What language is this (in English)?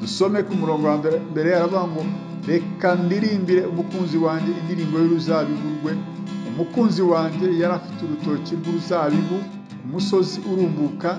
Kinyarwanda